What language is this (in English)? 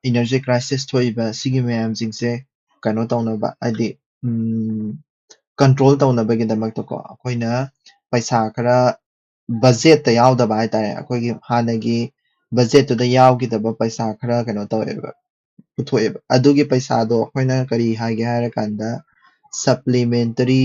Manipuri